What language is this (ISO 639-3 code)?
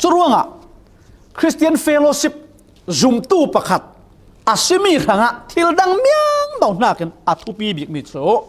cfm